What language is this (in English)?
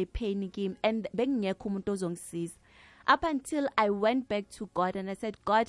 South Ndebele